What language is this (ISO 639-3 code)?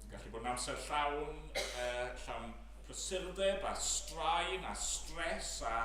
cym